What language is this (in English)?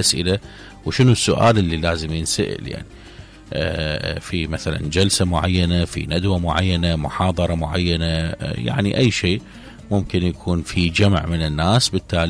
Mesopotamian Arabic